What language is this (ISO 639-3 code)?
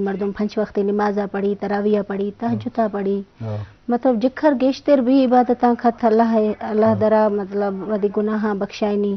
bgp